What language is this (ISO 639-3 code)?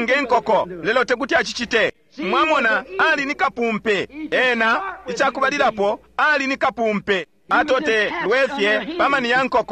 bem